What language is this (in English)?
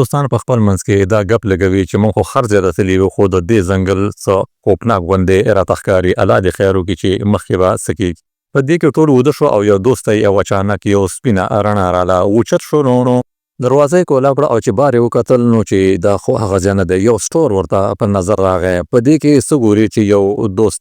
Pashto